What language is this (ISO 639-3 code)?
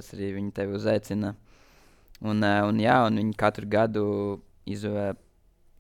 lav